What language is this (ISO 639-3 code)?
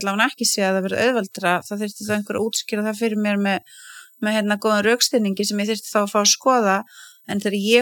isl